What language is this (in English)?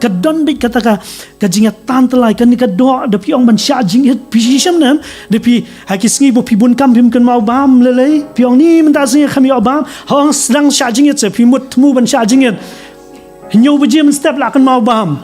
Khasi